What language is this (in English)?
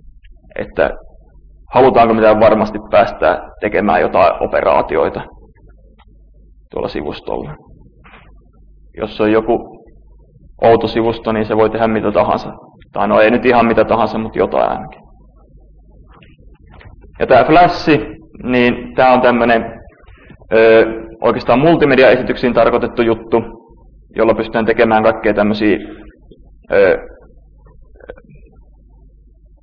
Finnish